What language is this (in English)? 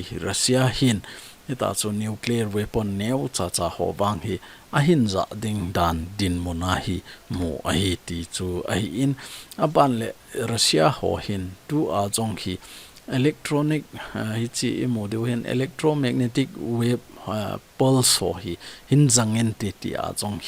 Thado Chin